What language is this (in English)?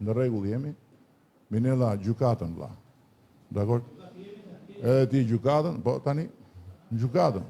Albanian